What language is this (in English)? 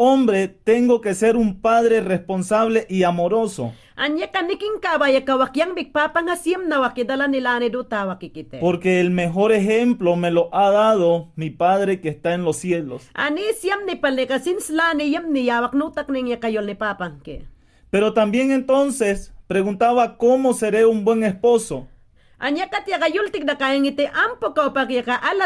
Mayangna